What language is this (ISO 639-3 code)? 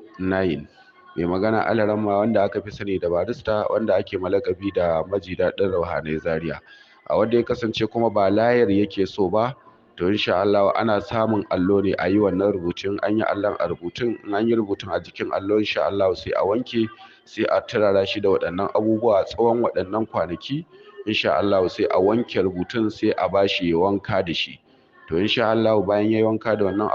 hau